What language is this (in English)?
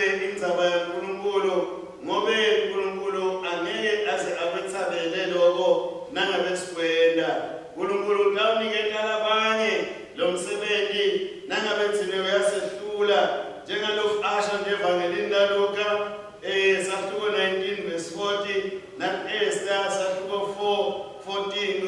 Swati